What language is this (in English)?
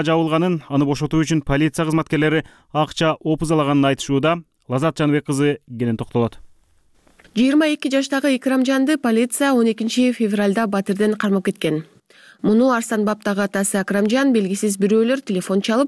Kyrgyz